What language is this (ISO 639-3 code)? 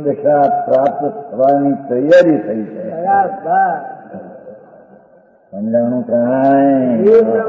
guj